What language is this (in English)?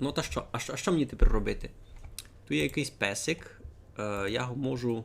Rusyn